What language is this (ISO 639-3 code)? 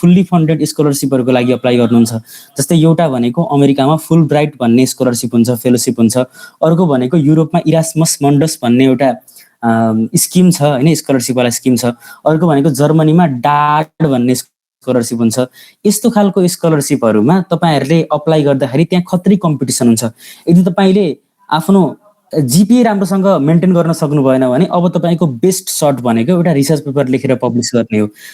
nep